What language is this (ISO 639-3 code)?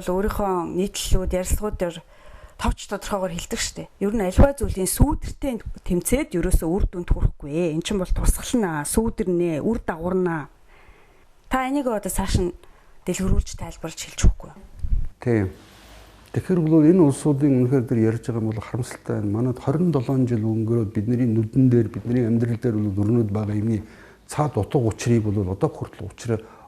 mon